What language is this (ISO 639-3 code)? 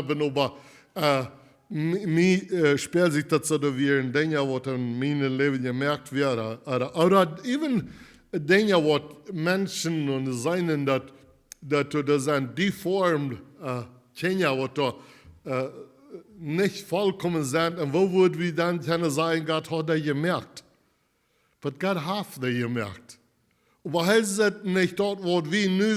pdt